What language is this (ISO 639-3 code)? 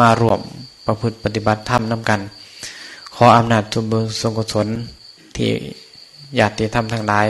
tts